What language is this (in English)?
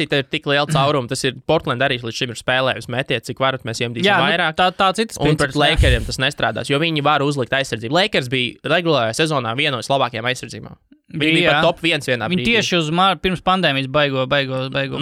Latvian